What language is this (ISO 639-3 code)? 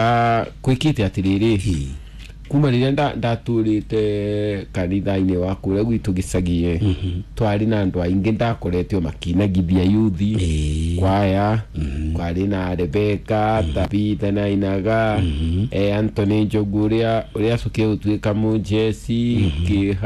kik